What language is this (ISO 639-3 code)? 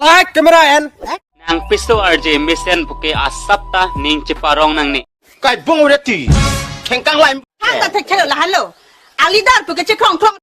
mjw